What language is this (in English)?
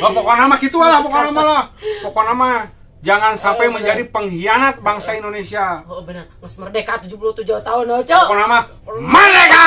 Sundanese